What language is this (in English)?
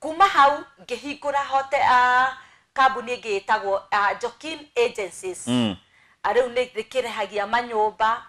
Kikuyu